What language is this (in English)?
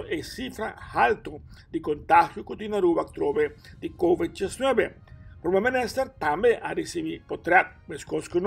Papiamento